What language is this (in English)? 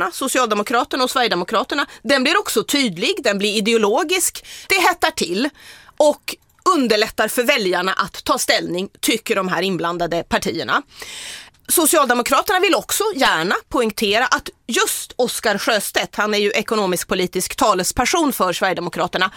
Swedish